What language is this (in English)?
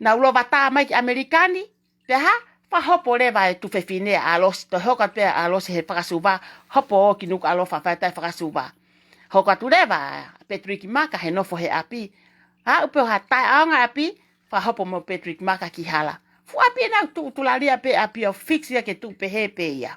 Tongan